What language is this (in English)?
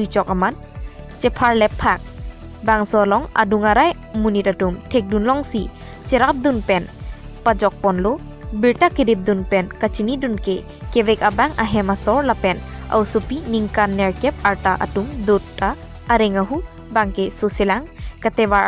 Karbi